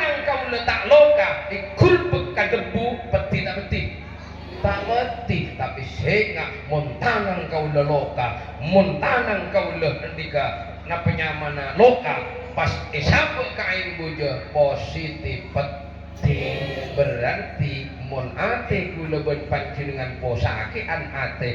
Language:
Madurese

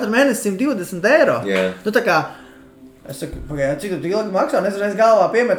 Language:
Latvian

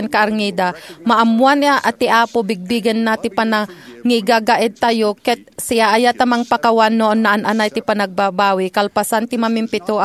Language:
Iloko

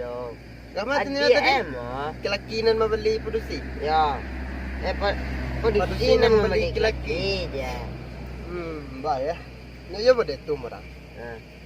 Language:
Minangkabau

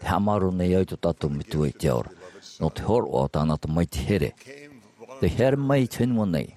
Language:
Tahitian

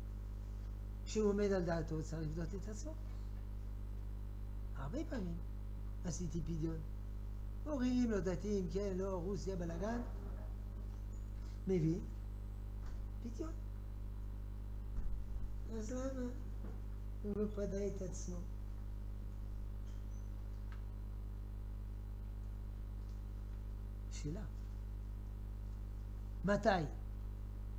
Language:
Hebrew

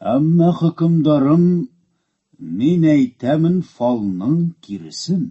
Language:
Tatar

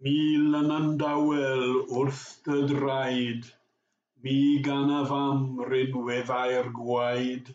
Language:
Welsh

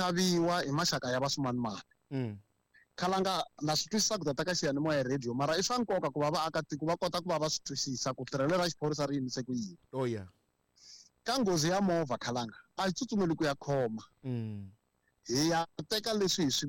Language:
Tsonga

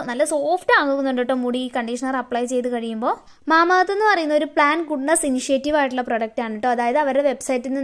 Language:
Malayalam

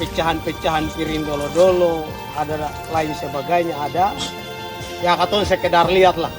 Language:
Ambonese Malay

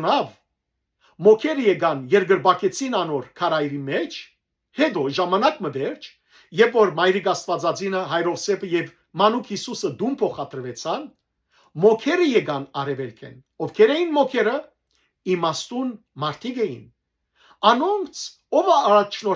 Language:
Western Armenian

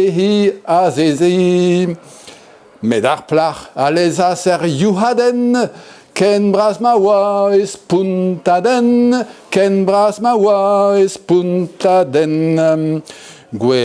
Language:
Breton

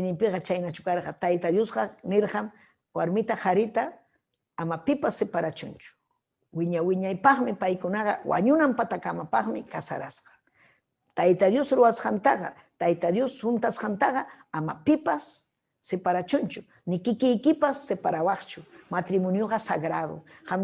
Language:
Ayacucho Quechua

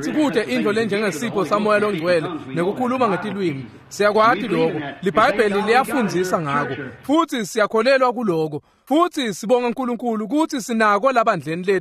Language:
Swati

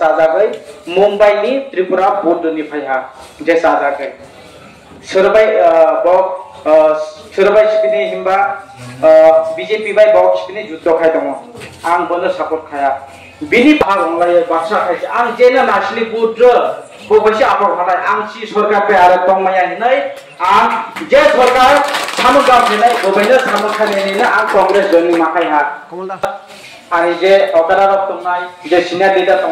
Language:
Kok Borok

